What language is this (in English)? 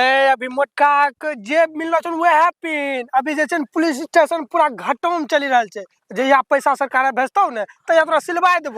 Angika